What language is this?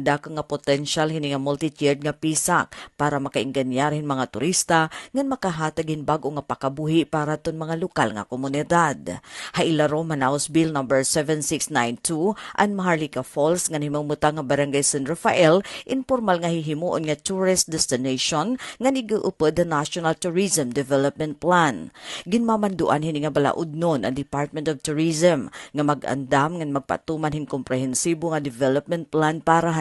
Waray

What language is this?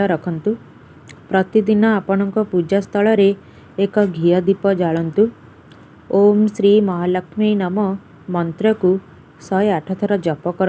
Odia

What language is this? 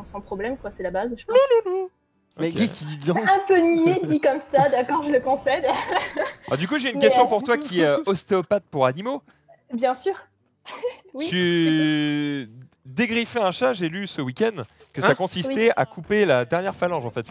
French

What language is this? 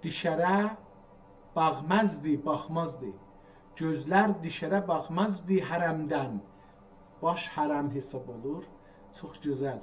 South Azerbaijani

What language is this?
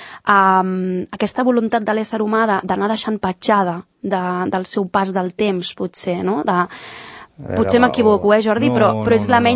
Catalan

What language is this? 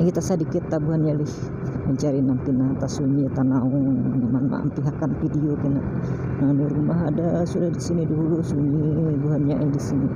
Banjar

